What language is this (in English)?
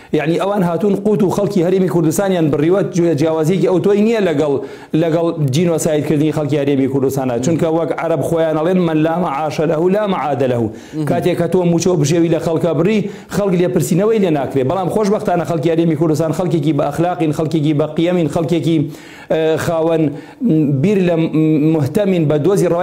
Central Kurdish